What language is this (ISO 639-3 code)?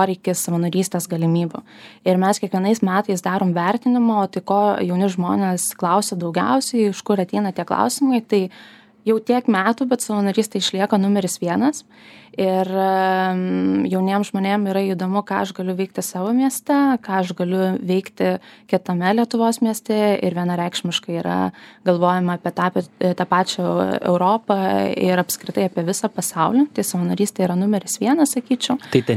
lit